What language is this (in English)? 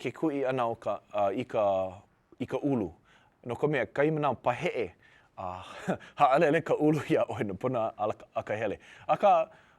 Hawaiian